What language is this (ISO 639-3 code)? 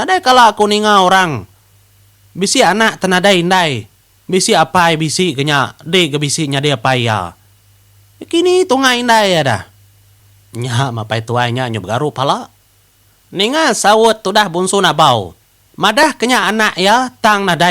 iba